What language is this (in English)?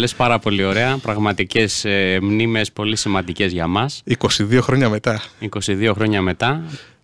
Greek